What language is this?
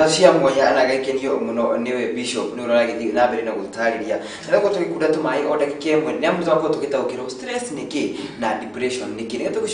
Kikuyu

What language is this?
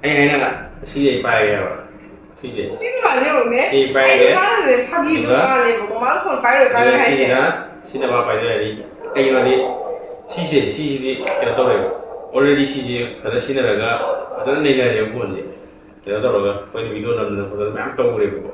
Manipuri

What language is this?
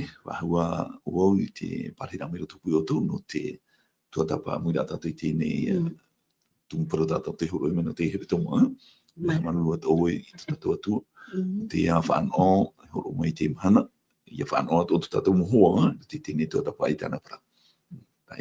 Tahitian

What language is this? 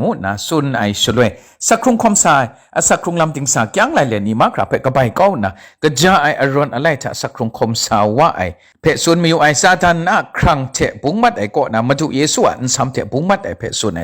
Kachin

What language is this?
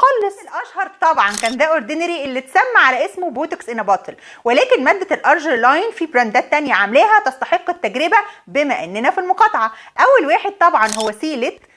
Egyptian Arabic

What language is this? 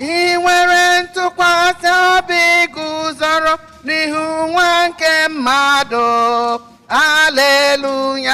Igbo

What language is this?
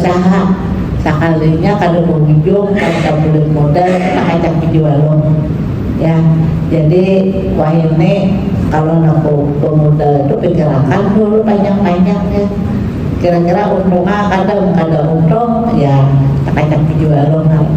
Banjar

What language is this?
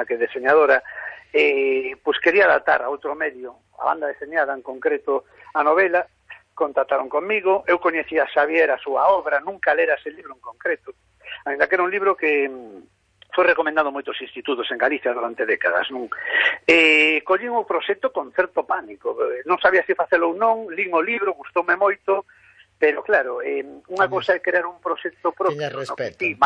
Galician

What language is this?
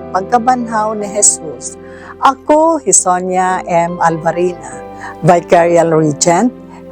Waray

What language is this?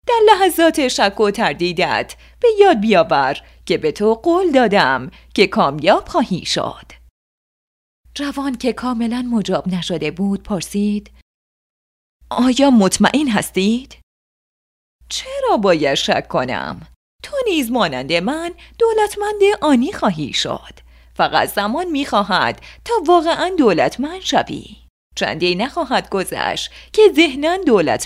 Persian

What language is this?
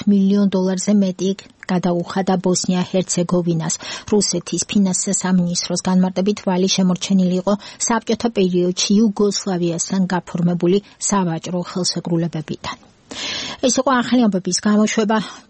Georgian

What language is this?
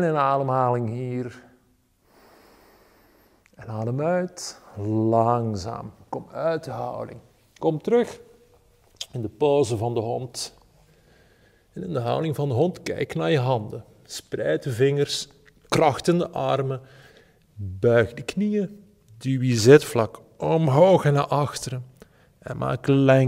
Dutch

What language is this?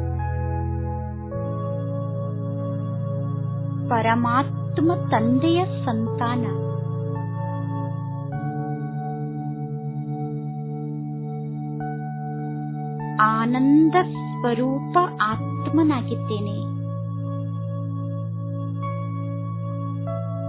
Kannada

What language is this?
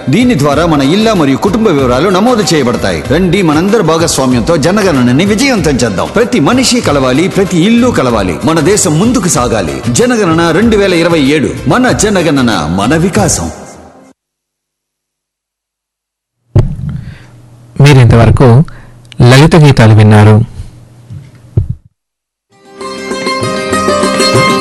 Telugu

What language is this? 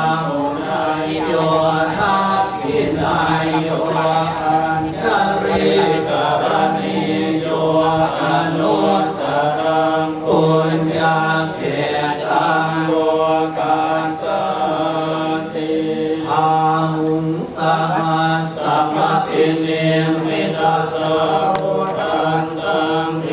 Pali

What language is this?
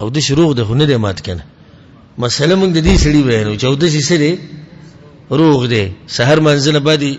Pashto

